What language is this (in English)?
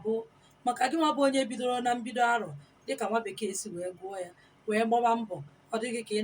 Igbo